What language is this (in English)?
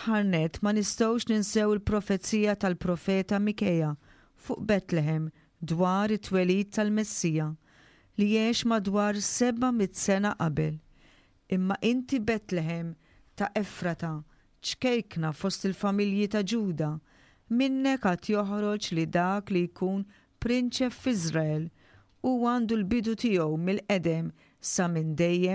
Maltese